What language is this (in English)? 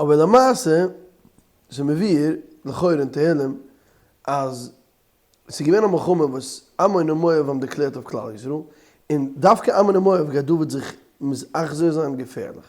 Yiddish